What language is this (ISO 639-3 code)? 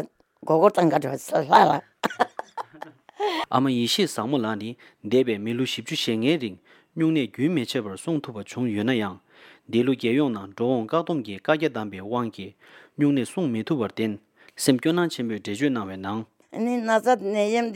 bod